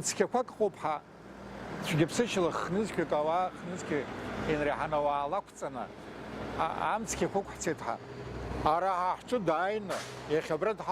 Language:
Abkhazian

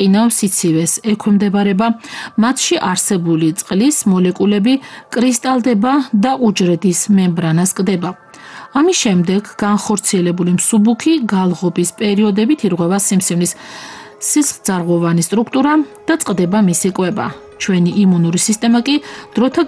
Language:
Georgian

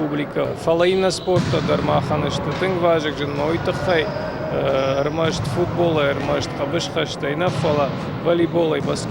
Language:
Ossetic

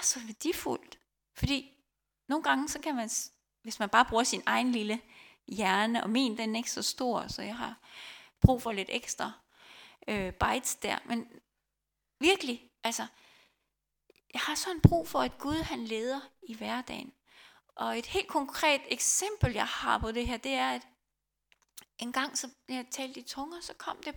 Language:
Danish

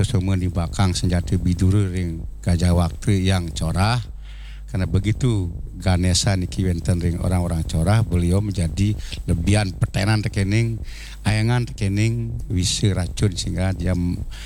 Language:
Balinese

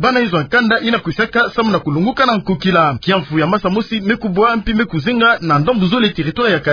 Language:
Kituba (Democratic Republic of Congo)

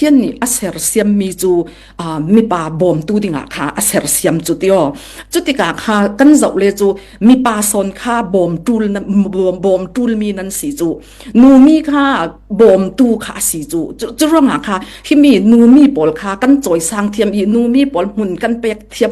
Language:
Falam Chin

